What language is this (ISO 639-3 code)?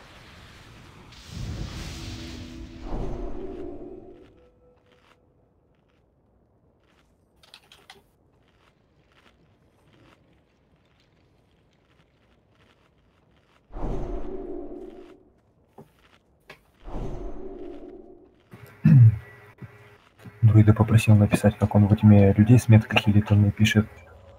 rus